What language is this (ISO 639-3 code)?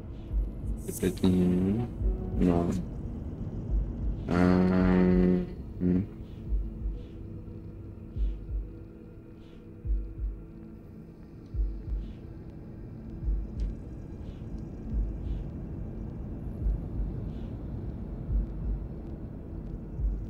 fra